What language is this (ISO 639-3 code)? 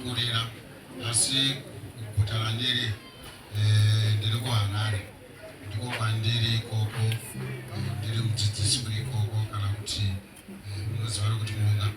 sna